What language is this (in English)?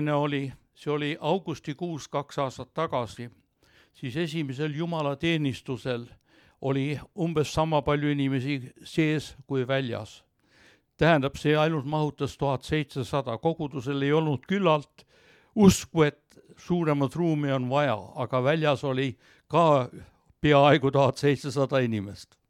Estonian